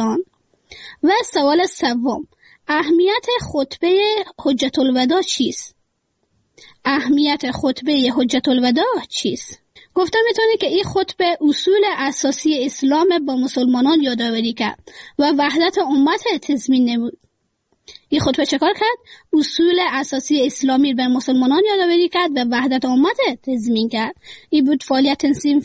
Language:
Persian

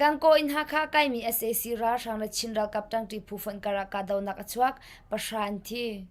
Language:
Hakha Chin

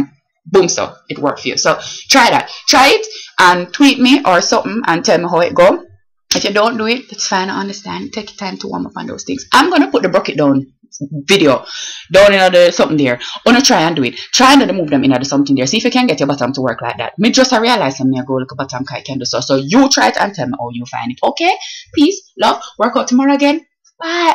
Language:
Jamaican Creole English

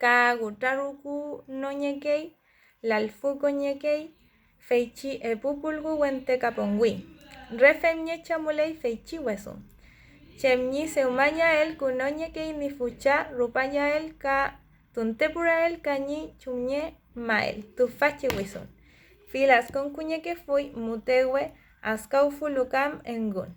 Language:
Mapuche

